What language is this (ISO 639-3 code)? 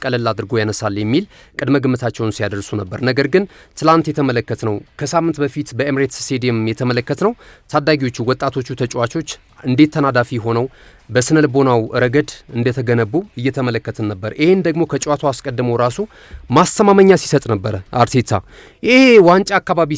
amh